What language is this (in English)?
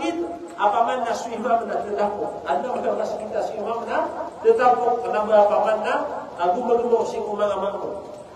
Maranao